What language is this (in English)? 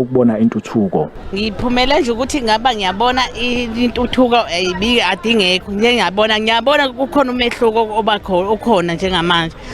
Zulu